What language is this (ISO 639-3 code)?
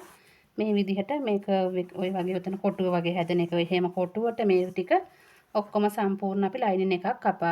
sin